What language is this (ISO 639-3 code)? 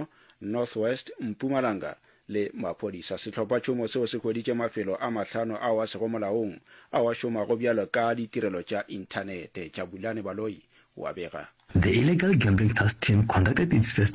nso